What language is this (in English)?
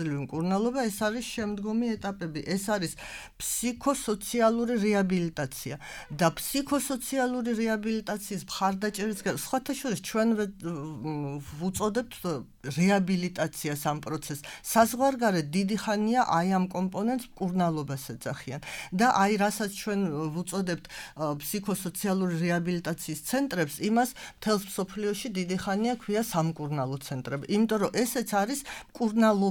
Georgian